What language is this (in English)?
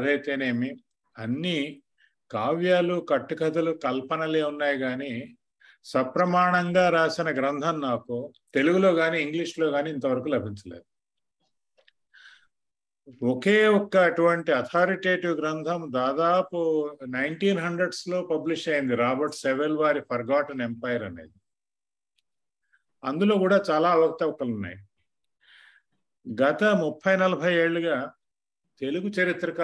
Telugu